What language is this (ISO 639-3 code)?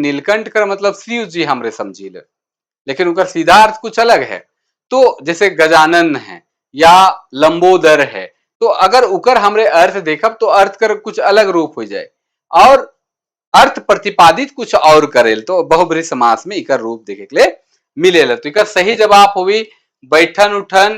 sck